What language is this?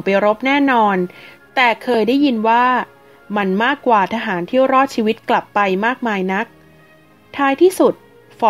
Thai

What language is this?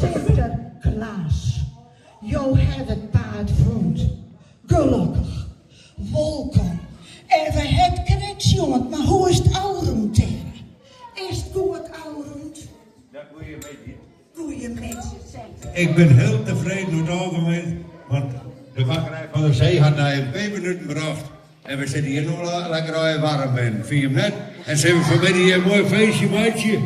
Western Frisian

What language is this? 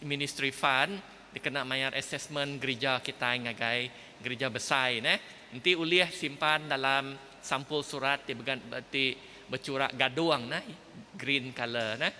Iban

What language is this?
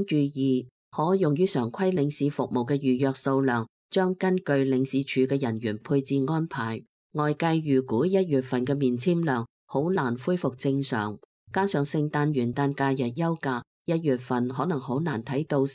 Cantonese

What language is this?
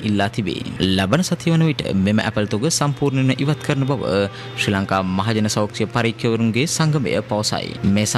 Sinhala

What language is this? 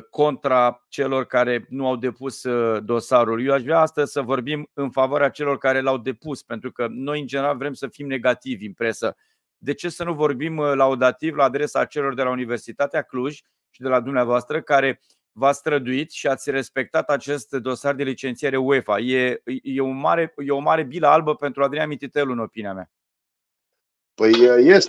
Romanian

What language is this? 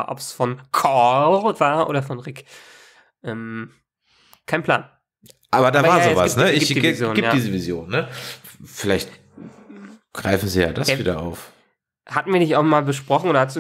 German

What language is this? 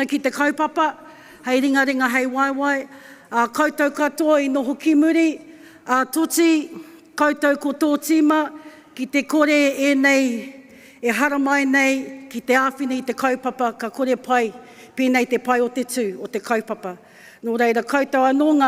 Māori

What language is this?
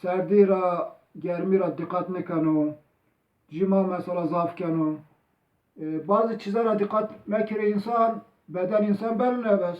Zaza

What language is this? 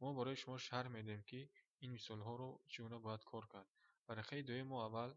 Tajik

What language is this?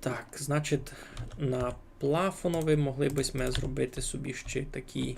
Rusyn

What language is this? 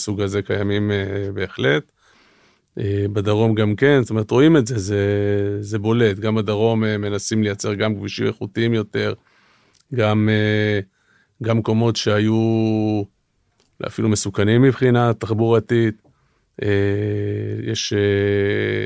Hebrew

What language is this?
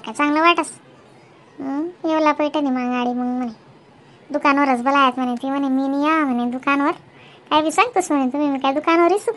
Khandesi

